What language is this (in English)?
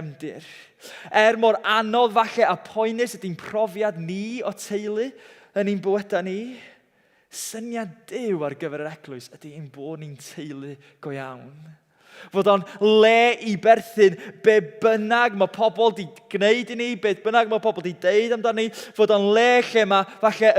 Welsh